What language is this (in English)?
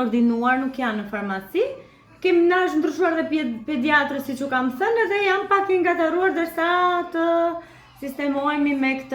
Albanian